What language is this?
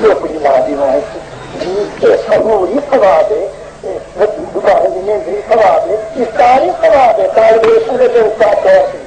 Saraiki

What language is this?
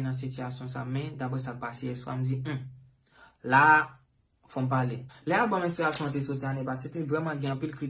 Haitian Creole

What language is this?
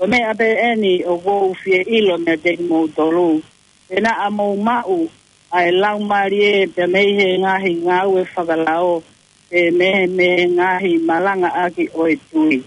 Tongan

